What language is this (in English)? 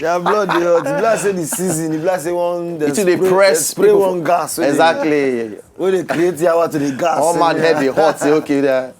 Nigerian Pidgin